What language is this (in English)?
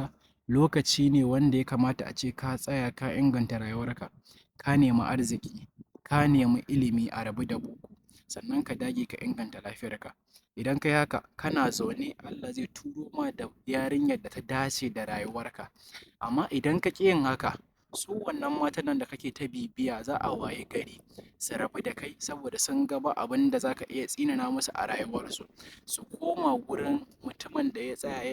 Hausa